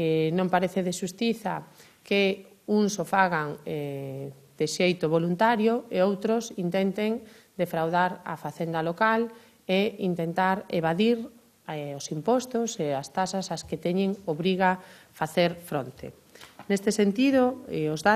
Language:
Galician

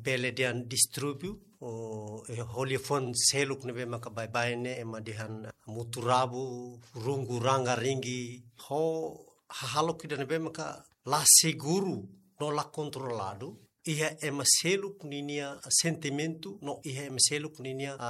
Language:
Tetum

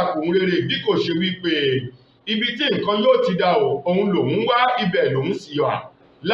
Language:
Yoruba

